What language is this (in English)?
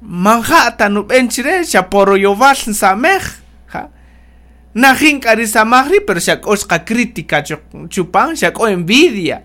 Kaqchikel